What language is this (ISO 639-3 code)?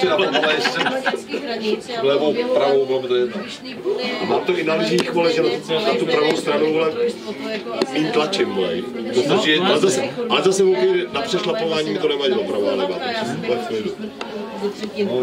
ces